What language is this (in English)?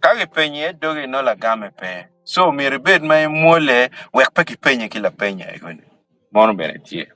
Acoli